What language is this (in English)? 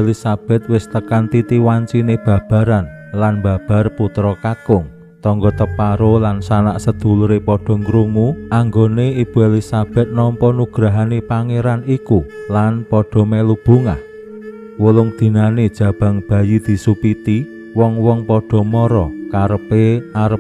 Javanese